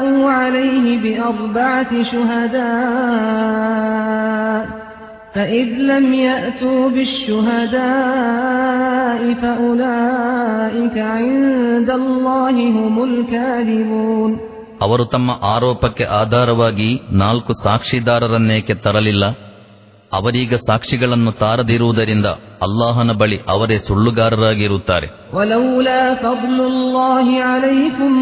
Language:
Kannada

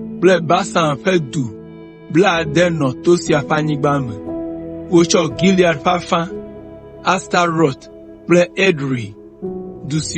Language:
Ewe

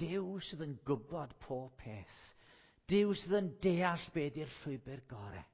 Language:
Welsh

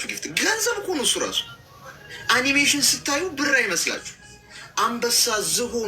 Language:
Amharic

